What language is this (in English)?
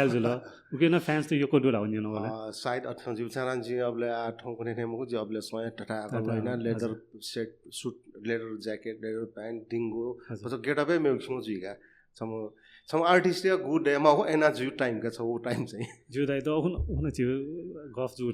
Newari